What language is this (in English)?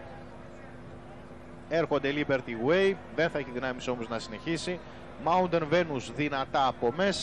Greek